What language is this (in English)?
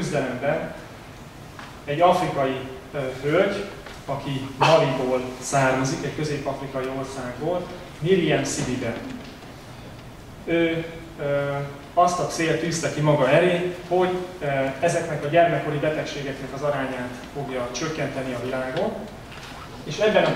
Hungarian